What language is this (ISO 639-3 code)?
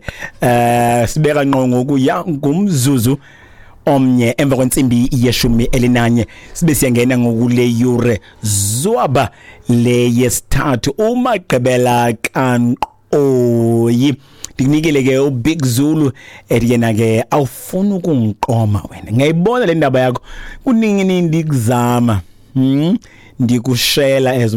xho